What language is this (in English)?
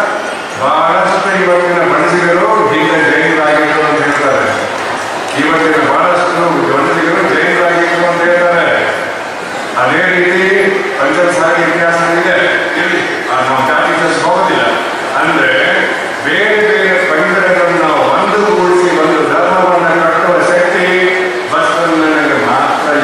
Kannada